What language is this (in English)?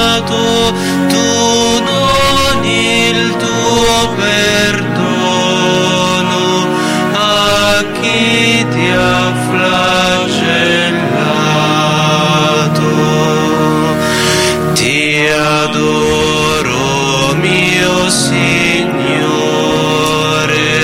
Italian